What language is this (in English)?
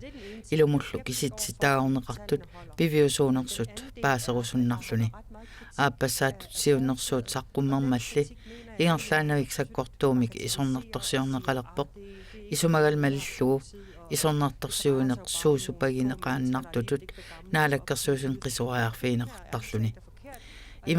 Kalaallisut